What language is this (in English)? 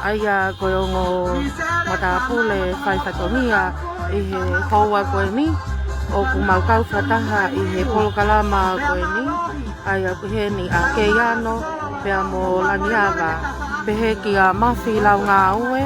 Tongan